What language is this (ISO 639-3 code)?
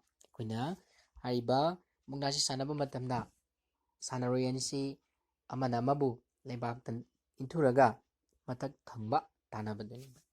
mni